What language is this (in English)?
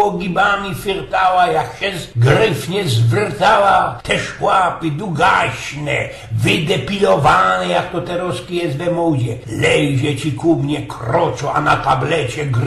Silesian